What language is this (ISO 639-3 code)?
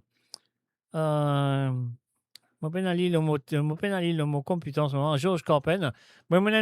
mfe